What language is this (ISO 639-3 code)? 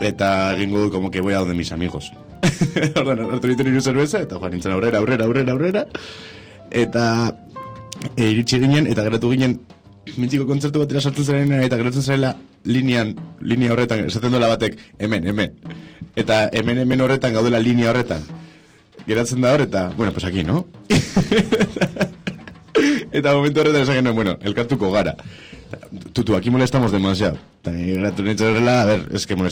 eus